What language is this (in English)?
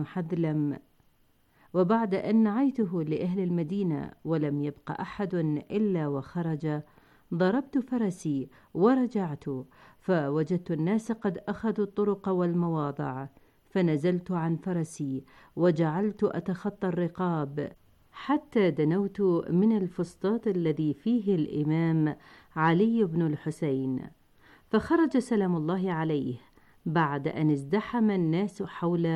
Arabic